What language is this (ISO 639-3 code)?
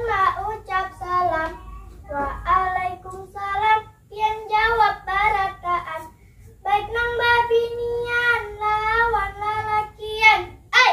bjn